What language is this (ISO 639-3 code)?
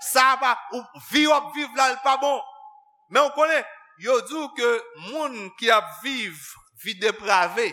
hat